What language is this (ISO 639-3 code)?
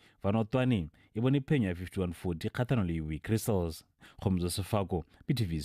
tsn